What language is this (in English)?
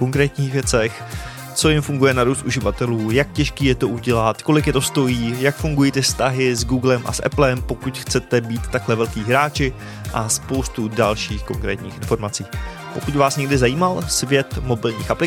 Czech